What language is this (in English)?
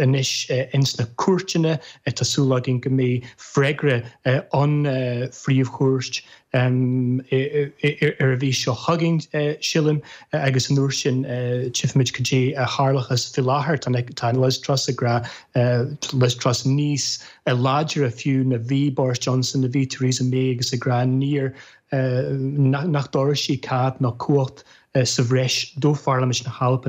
Irish